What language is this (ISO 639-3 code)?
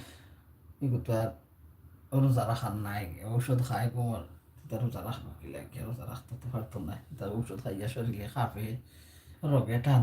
syl